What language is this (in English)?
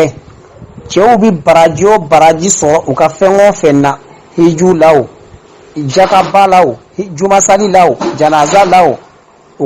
Bambara